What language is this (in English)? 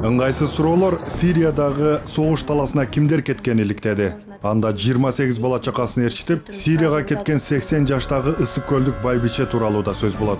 Kyrgyz